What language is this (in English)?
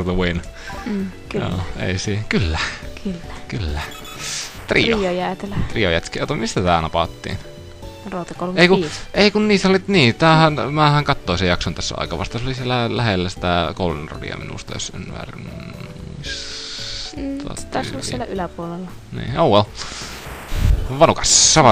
Finnish